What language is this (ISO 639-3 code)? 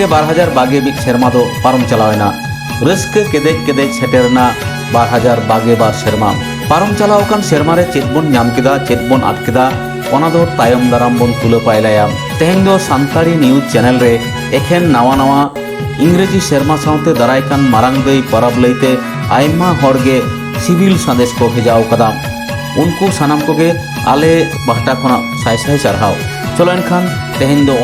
sat